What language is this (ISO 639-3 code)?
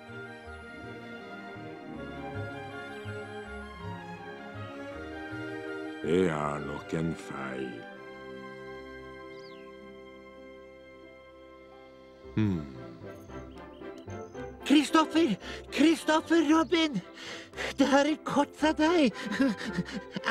nor